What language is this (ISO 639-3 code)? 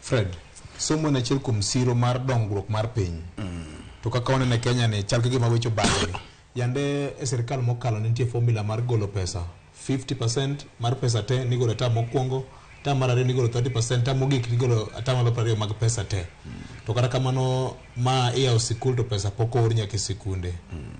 luo